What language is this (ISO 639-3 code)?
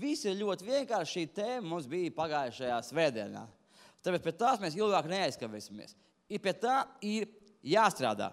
lav